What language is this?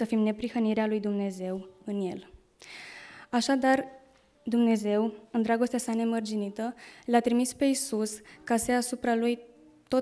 Romanian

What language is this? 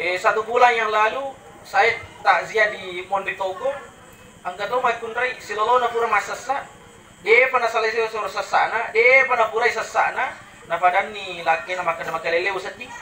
Buginese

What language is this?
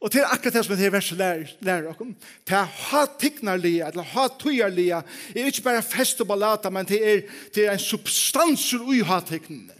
Faroese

